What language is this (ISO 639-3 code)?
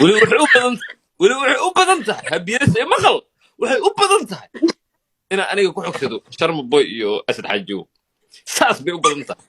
som